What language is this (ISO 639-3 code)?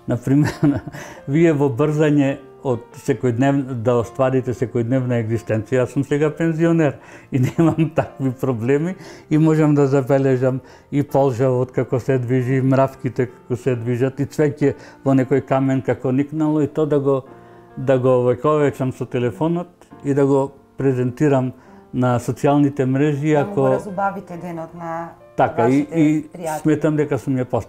mkd